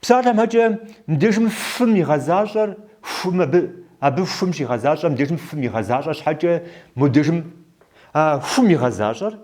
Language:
Kabardian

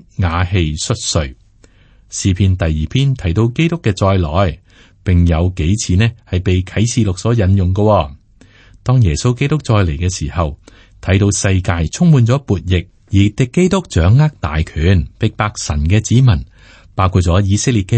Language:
Cantonese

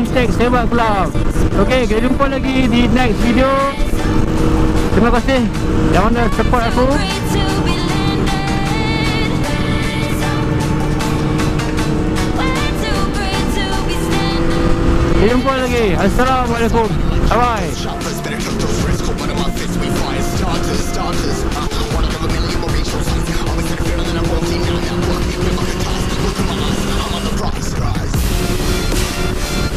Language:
Malay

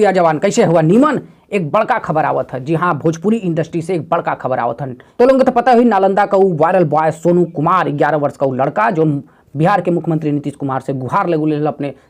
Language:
Bhojpuri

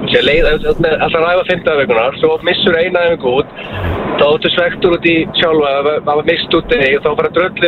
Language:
Icelandic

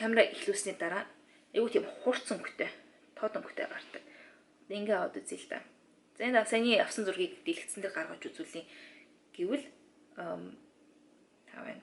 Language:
Mongolian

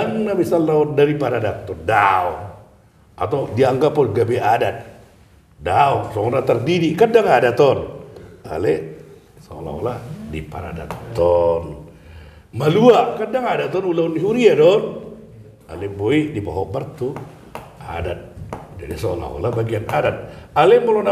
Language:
Batak Toba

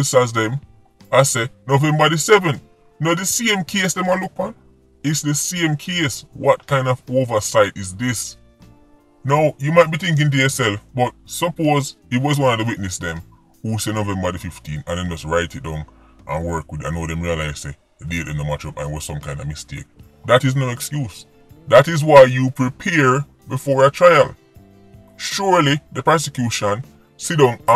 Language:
Jamaican Creole English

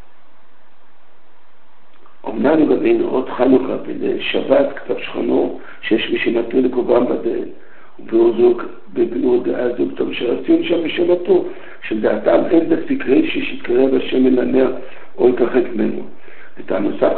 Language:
Hebrew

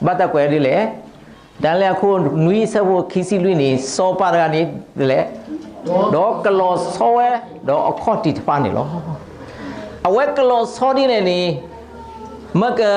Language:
S'gaw Karen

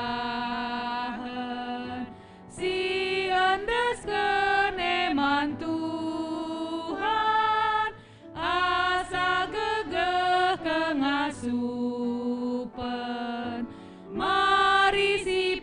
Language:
Batak Karo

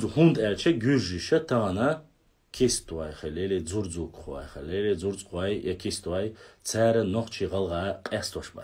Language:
Chechen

